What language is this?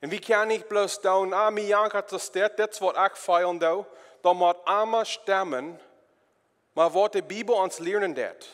Plautdietsch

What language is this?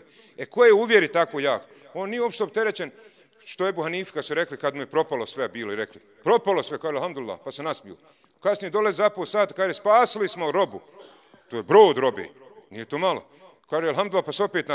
Bosnian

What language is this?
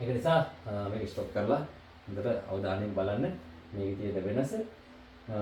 Sinhala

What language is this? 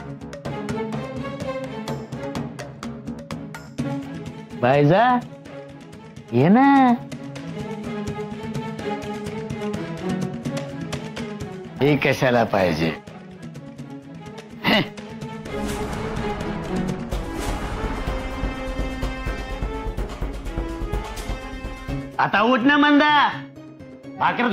Marathi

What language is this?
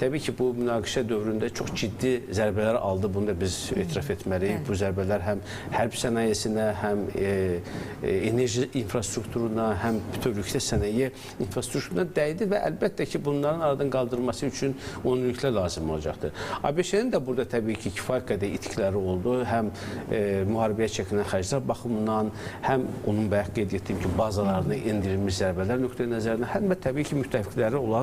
Azerbaijani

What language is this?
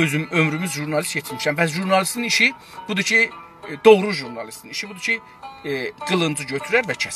South Azerbaijani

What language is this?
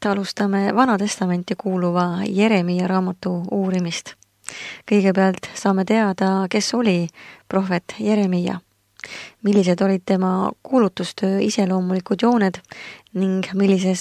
Estonian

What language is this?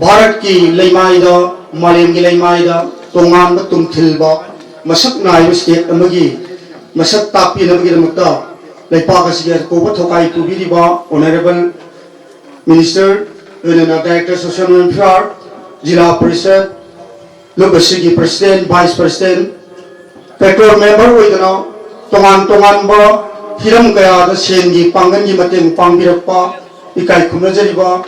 Manipuri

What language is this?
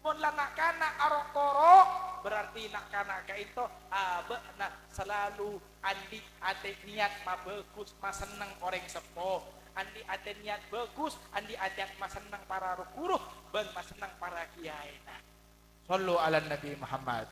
Madurese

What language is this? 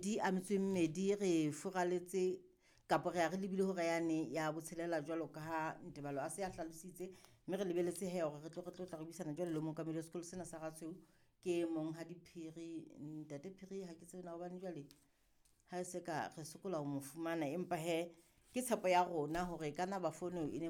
Southern Sotho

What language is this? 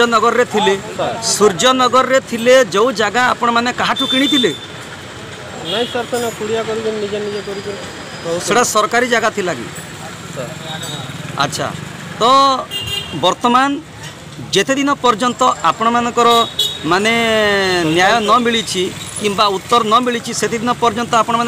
Odia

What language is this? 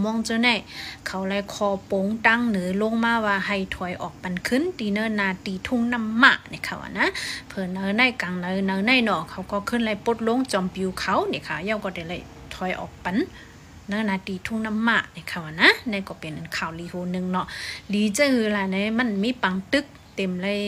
Shan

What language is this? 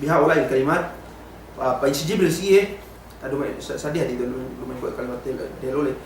Yakan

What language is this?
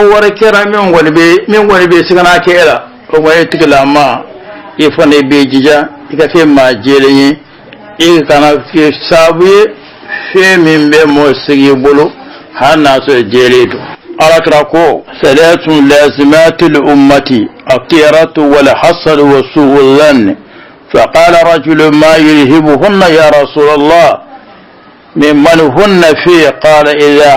Bambara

